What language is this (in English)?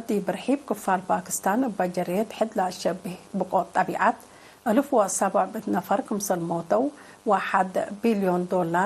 Tigre